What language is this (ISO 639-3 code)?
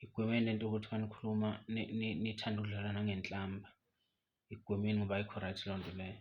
zul